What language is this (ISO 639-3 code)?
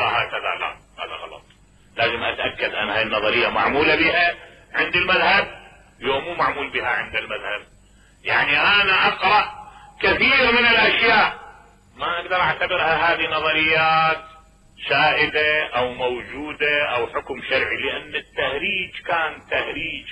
acm